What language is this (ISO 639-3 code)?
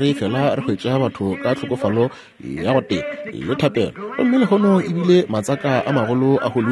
nso